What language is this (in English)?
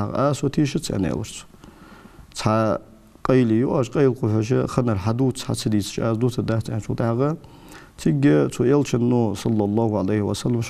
Ingush